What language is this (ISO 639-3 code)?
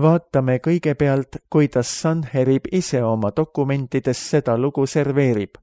est